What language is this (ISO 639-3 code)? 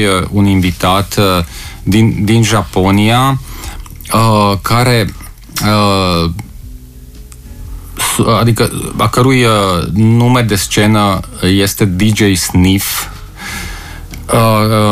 ron